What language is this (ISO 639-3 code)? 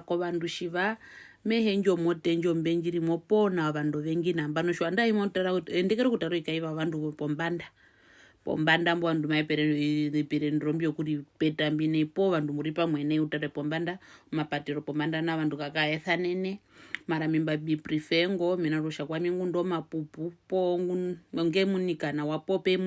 her